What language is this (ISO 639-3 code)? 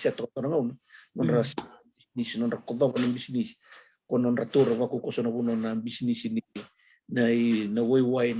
fij